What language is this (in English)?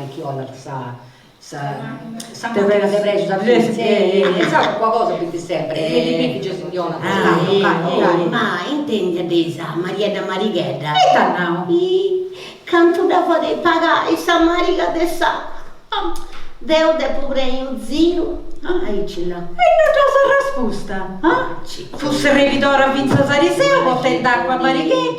Sardinian